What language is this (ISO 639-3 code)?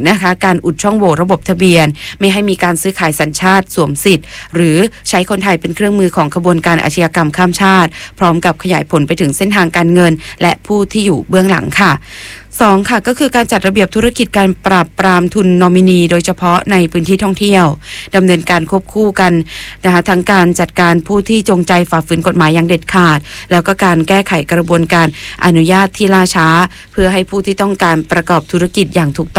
tha